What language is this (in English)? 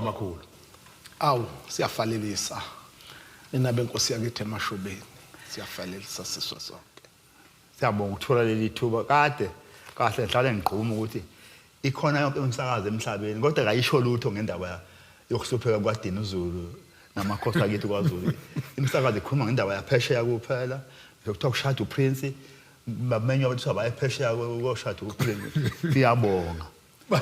Zulu